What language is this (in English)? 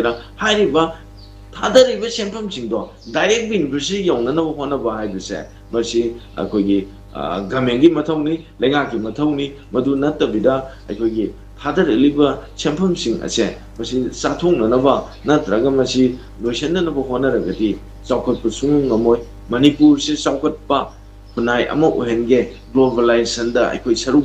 Manipuri